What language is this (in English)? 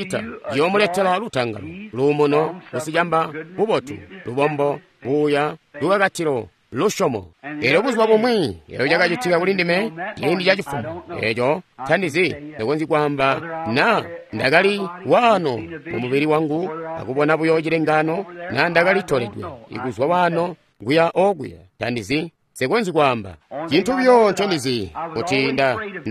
Tonga (Zambia)